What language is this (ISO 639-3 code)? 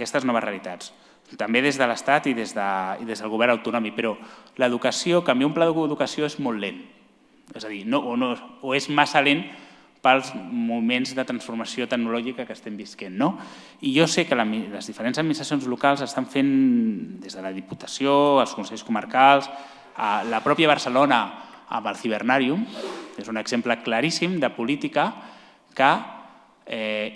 cat